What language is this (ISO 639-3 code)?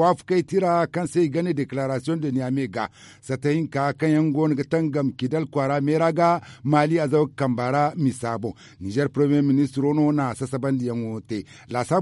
dje